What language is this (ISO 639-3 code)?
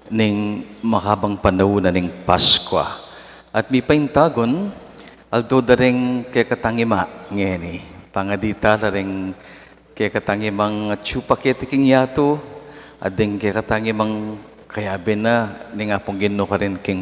pam